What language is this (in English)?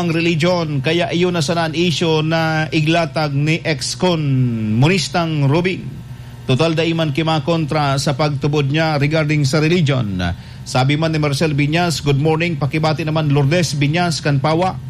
Bikol